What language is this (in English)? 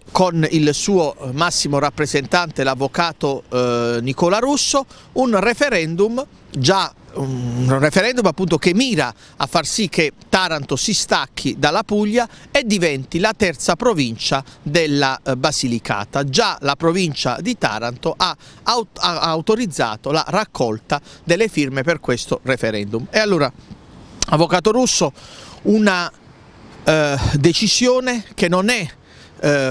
Italian